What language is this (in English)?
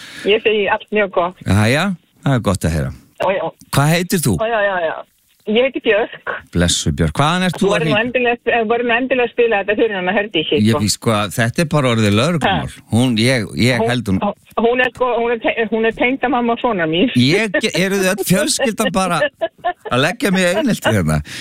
Icelandic